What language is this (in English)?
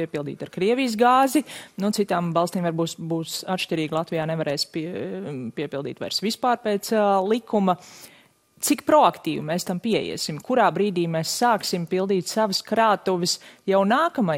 Latvian